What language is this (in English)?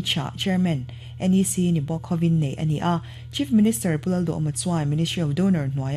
Mizo